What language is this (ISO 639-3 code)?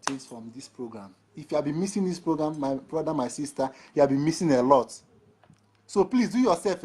pcm